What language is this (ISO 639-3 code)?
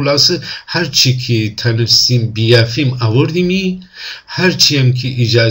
glk